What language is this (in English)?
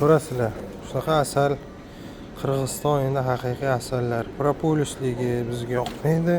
Uzbek